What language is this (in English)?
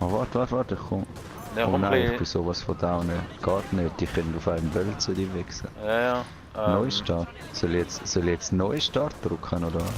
Swiss German